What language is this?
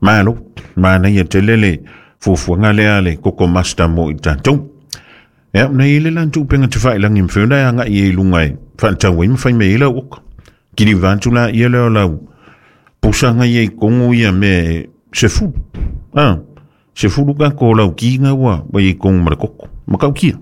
Samoan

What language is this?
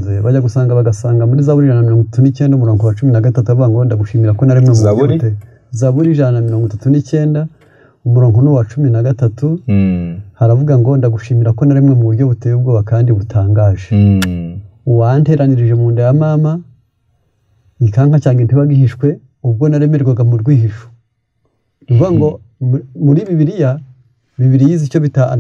Kinyarwanda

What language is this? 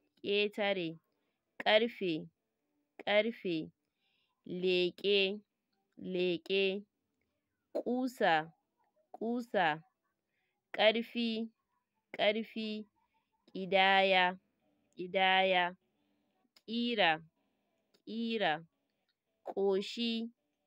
Hausa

